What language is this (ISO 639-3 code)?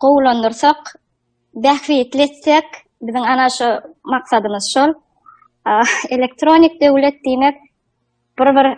tuk